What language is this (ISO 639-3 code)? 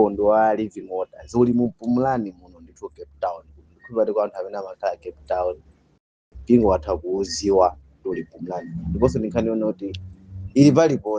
nya